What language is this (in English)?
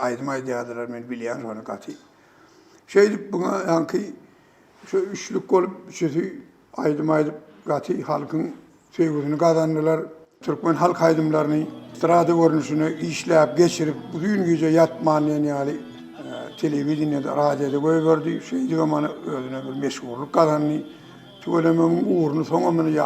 Turkmen